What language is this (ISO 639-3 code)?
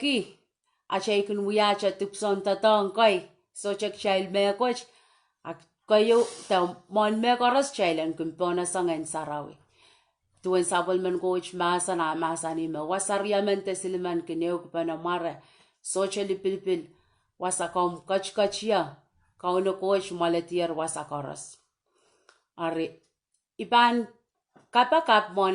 pon